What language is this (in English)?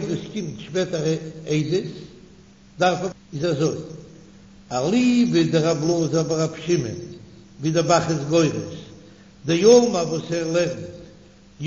Yiddish